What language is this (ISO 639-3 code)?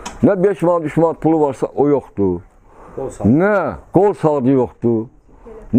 aze